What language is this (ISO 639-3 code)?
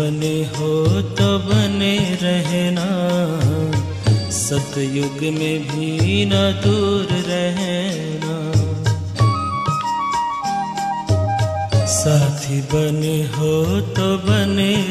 hin